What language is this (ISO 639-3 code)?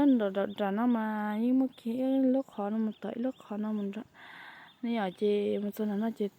hmn